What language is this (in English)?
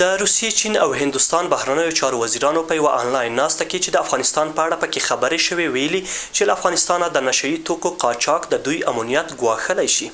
Pashto